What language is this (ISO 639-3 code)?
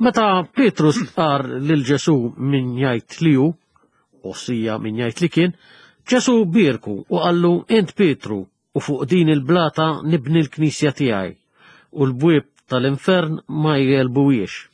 mlt